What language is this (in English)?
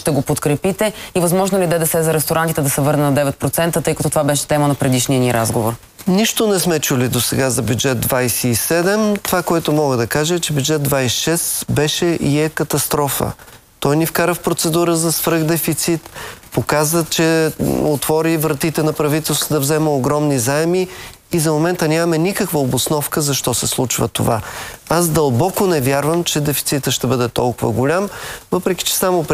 Bulgarian